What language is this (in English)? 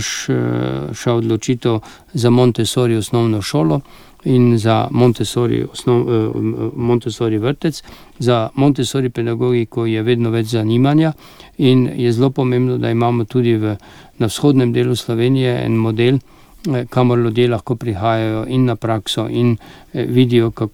Slovenian